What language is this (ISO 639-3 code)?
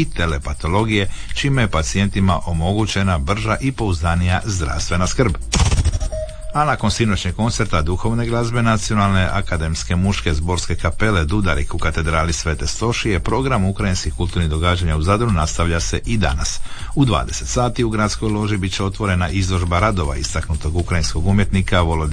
hrv